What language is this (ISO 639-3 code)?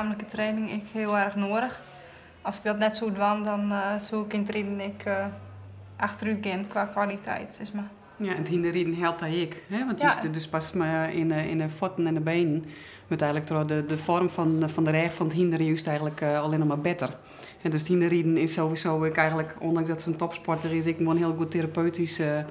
fry